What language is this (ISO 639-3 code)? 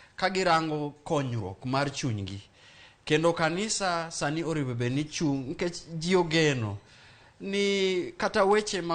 luo